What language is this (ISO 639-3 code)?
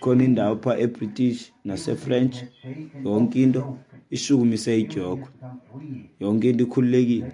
xho